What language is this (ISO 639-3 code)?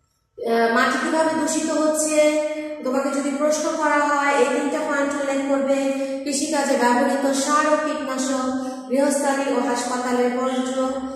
ben